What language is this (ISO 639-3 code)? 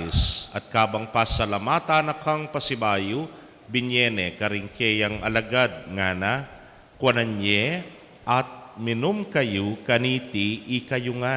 pam